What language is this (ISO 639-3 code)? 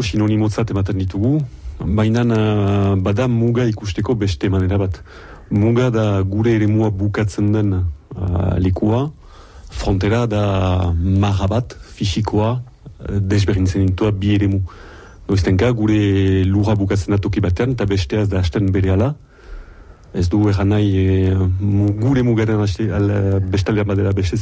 eus